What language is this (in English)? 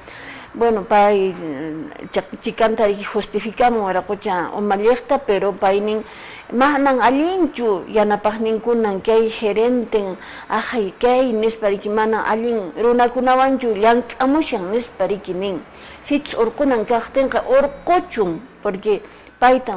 Quechua